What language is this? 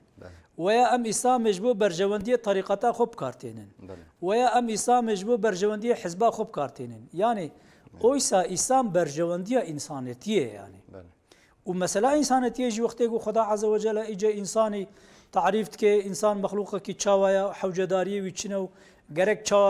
Kurdish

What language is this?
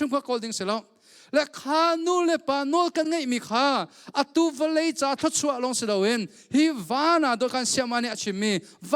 Hakha Chin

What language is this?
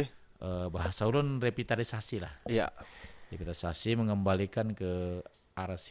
Banjar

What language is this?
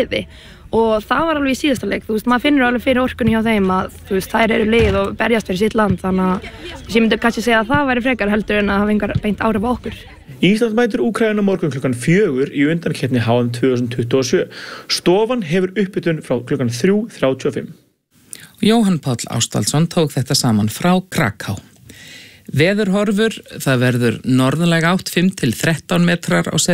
Icelandic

